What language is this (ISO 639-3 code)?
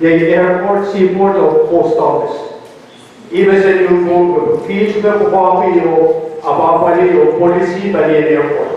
pon